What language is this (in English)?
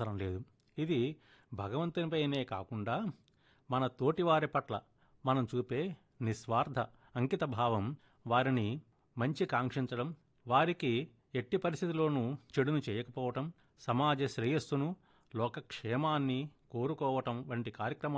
Telugu